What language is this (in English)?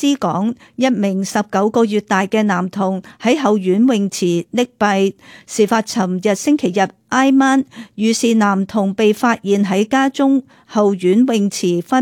Cantonese